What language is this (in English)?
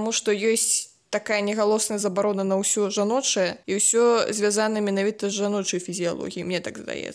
Belarusian